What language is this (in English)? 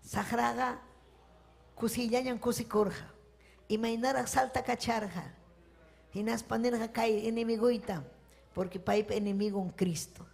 Ayacucho Quechua